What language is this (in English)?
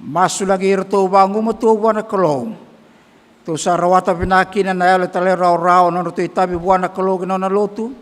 Fijian